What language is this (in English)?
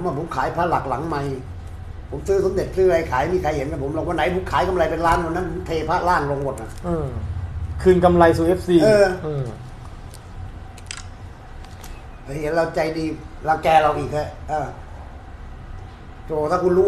Thai